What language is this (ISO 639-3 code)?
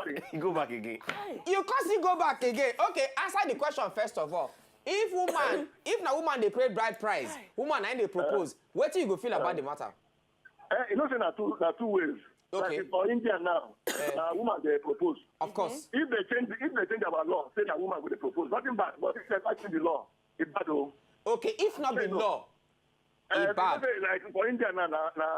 pcm